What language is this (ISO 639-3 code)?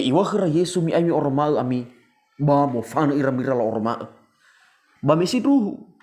nia